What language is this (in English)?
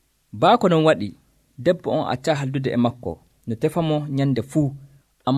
Nigerian Fulfulde